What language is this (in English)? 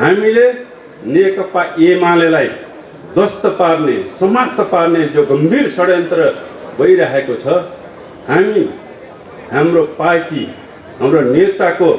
Nepali